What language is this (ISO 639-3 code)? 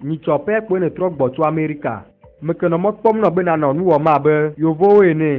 ewe